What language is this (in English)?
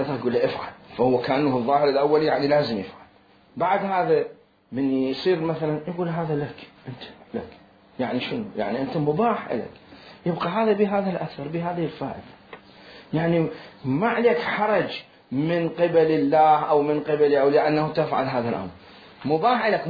Mesopotamian Arabic